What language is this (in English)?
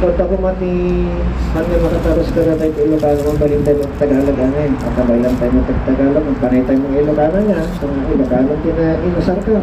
Iloko